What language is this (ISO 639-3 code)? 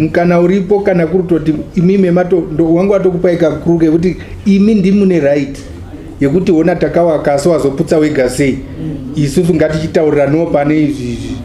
sna